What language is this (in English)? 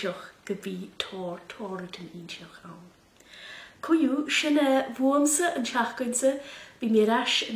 Scottish Gaelic